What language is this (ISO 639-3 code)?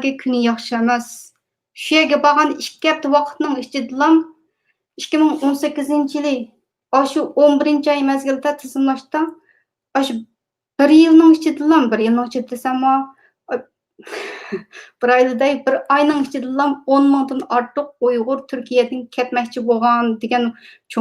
uig